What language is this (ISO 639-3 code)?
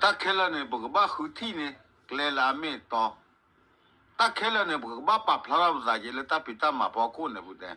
ksw